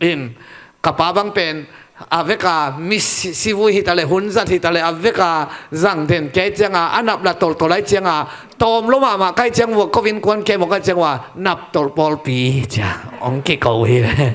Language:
Tedim Chin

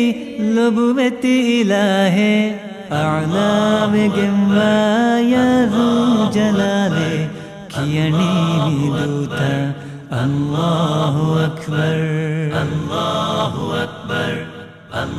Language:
Divehi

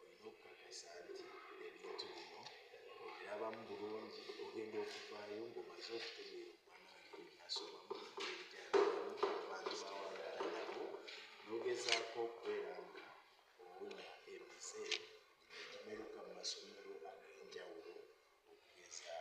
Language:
Ganda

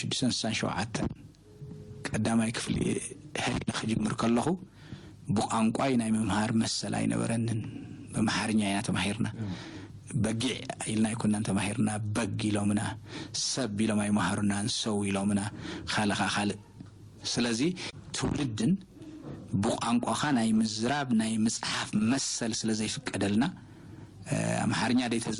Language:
Tigrinya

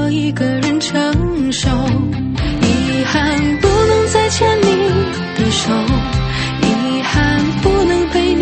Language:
Chinese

